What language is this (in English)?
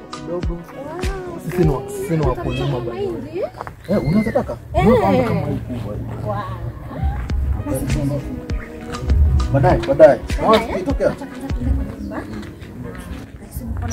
Swahili